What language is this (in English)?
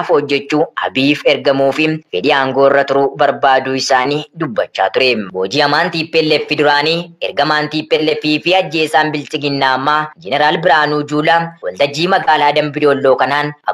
Oromo